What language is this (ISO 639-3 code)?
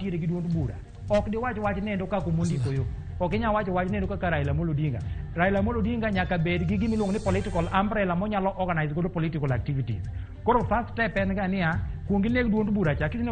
luo